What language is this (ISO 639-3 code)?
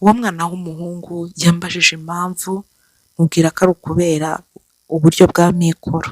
kin